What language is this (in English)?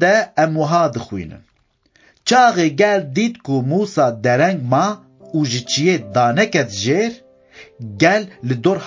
Kurdish